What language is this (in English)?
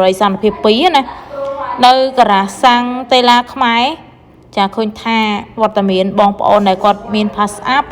Khmer